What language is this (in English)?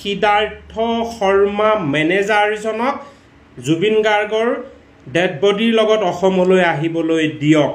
Assamese